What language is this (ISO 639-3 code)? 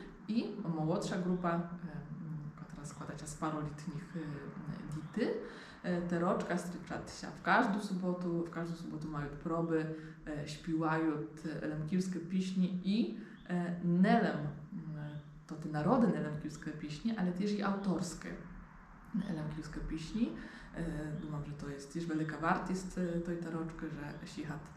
rue